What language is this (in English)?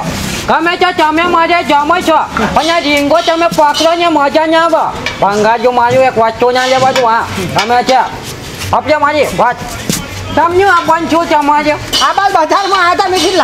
Gujarati